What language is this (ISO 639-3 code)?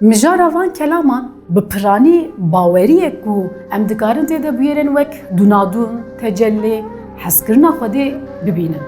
kur